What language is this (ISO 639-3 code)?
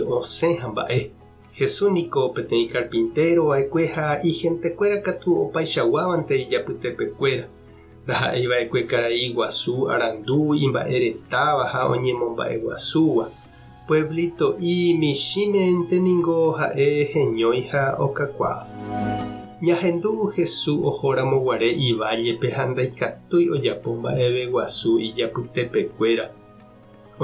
grn